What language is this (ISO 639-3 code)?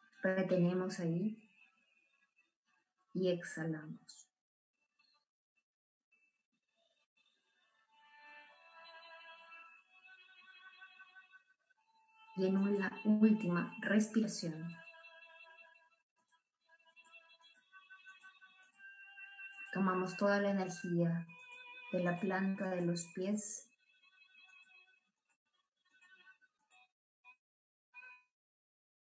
spa